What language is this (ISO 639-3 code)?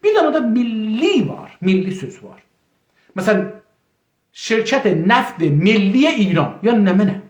azb